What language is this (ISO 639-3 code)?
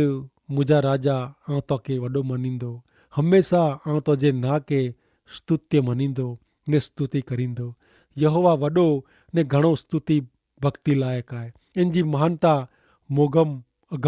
kfr